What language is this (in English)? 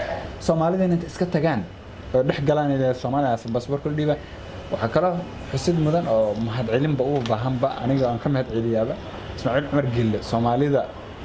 Somali